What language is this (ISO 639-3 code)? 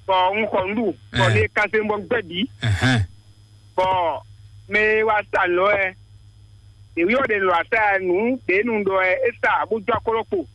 fon